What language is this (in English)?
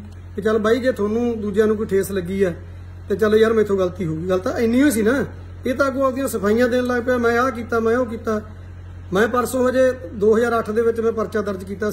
Punjabi